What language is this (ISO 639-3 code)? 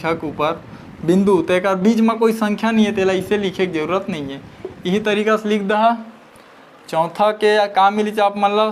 hne